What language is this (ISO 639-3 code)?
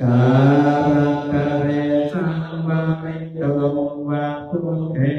pli